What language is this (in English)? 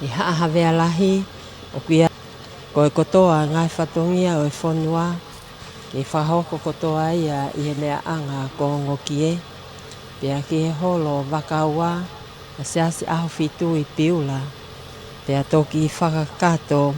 Tongan